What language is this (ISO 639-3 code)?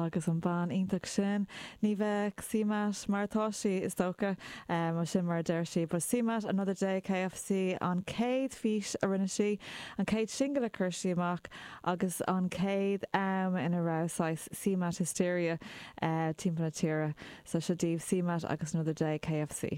gle